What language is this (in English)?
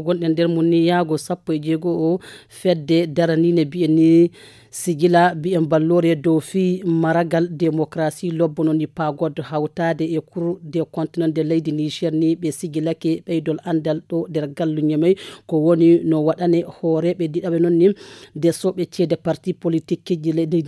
Fula